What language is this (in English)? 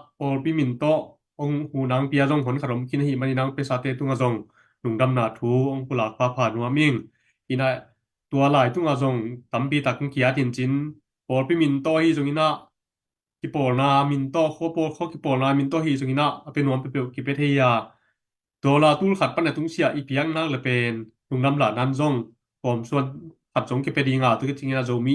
Tedim Chin